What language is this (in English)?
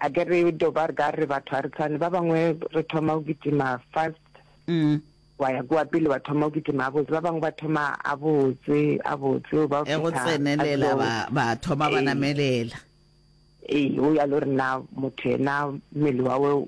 Northern Sotho